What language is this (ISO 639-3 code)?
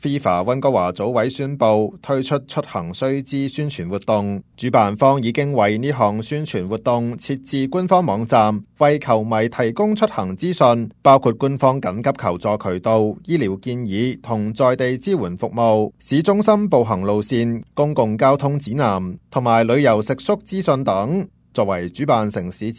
yue